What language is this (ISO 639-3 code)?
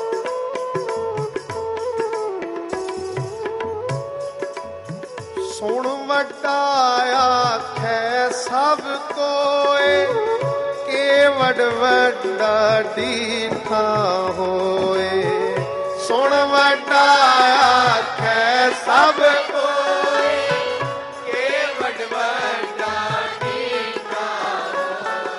pan